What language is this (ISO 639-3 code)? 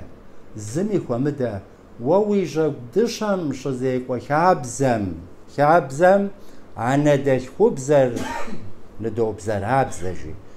kbd